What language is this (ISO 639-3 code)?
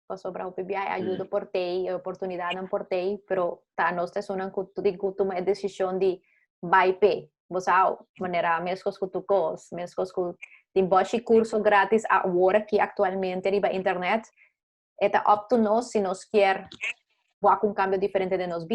pap